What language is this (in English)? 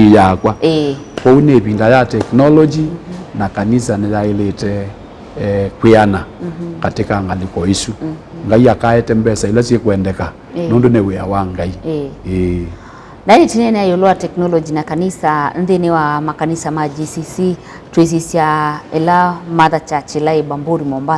Kamba